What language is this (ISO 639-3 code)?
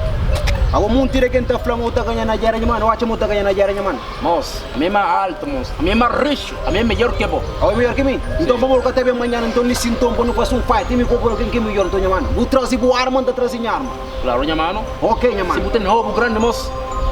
kea